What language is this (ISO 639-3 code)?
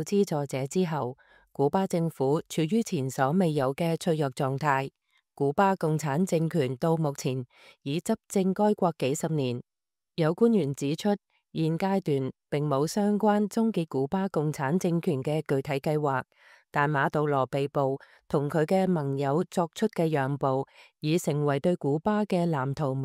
yue